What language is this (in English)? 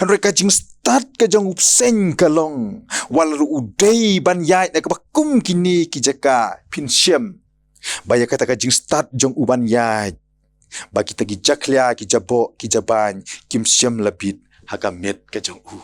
Khasi